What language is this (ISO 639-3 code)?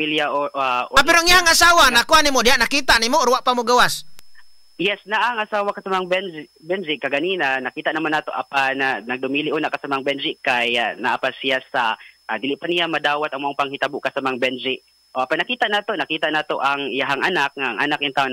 ceb